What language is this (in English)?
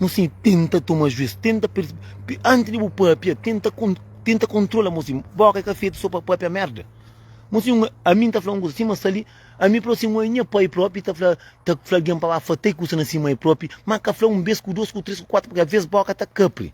Kabuverdianu